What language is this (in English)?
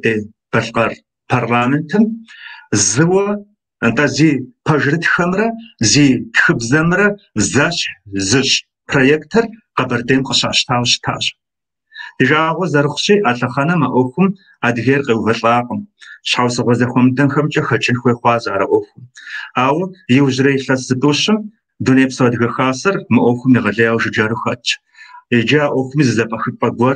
Kabardian